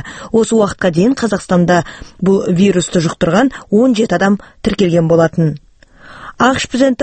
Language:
Kazakh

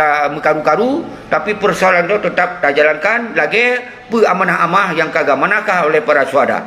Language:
Achinese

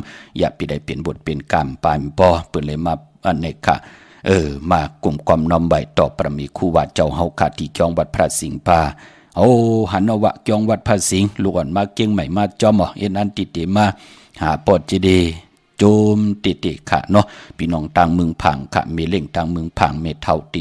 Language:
Shan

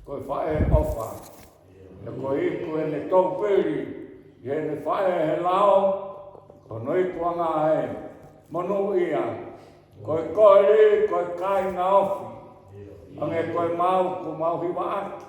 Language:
Tongan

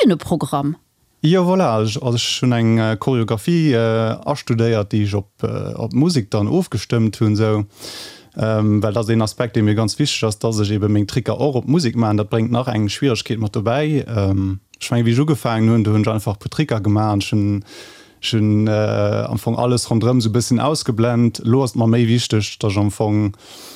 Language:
Luxembourgish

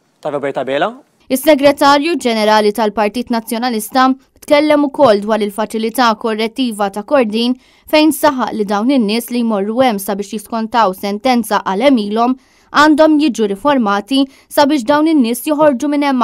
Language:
Maltese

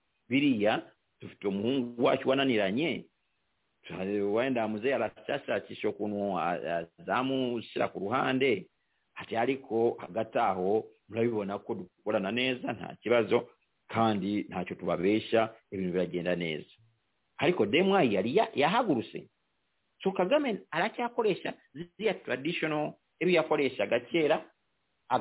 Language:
Kinyarwanda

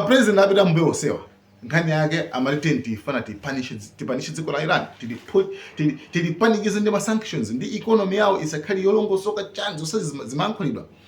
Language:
Nyanja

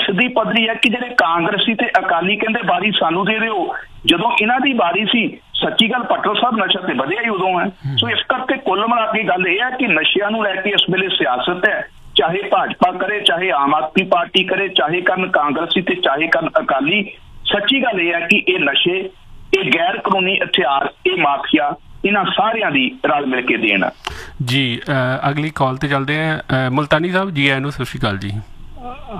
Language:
Punjabi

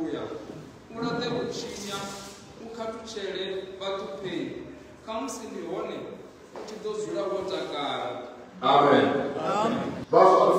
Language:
Venda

